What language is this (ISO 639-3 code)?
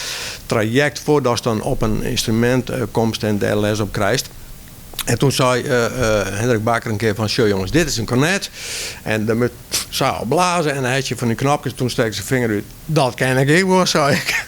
fry